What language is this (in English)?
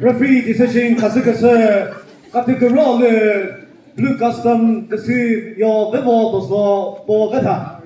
Chokri Naga